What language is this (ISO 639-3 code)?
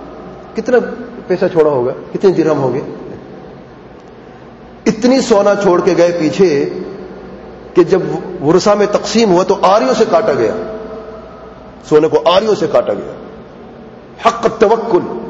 urd